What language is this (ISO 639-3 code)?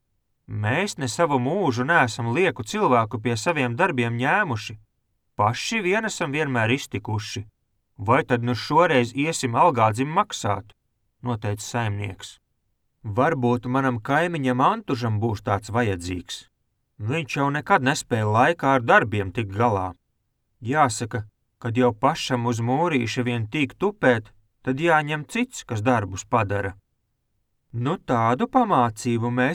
lav